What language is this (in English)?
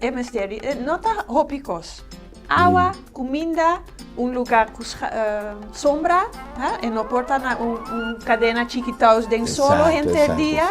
Papiamento